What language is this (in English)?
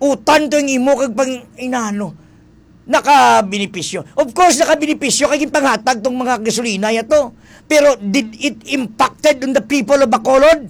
Hiligaynon